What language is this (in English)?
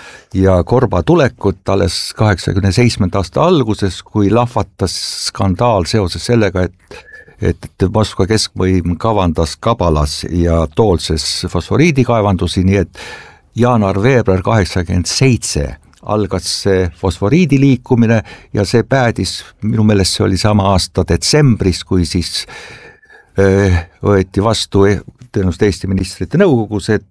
Estonian